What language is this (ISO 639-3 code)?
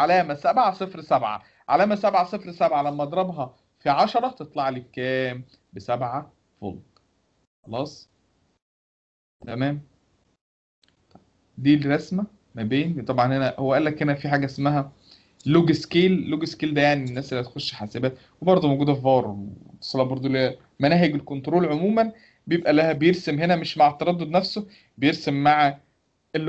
arz